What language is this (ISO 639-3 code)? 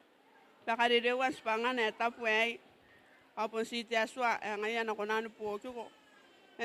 gil